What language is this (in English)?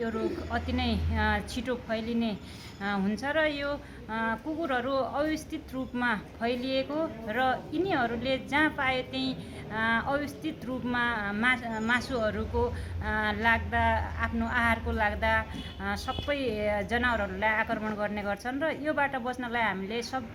Nepali